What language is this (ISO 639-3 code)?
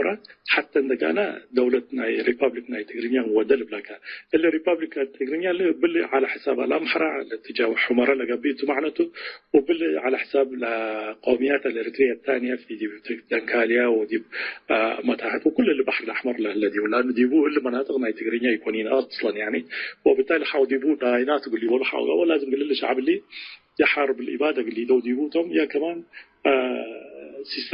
tig